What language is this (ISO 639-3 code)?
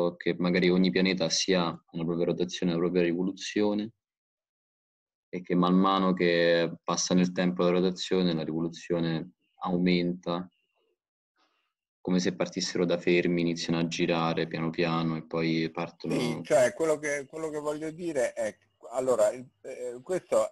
ita